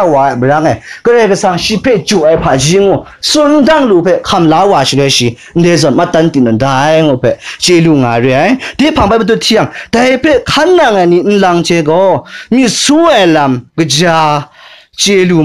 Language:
Kachin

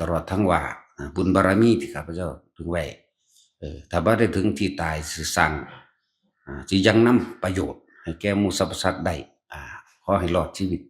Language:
Northeastern Thai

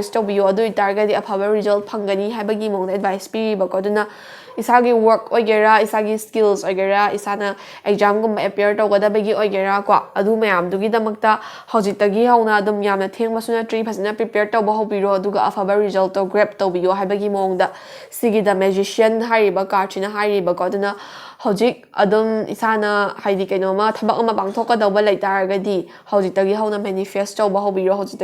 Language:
Manipuri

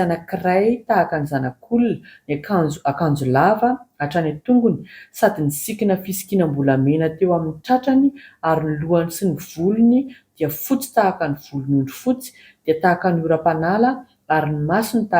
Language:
Malagasy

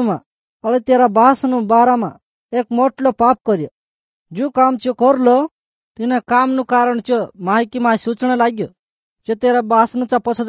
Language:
Gujarati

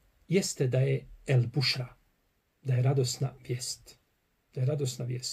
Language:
Bosnian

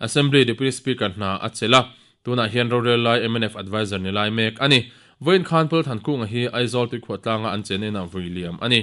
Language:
Mizo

